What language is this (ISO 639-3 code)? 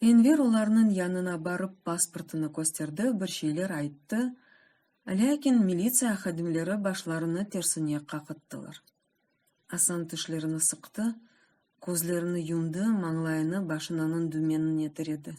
crh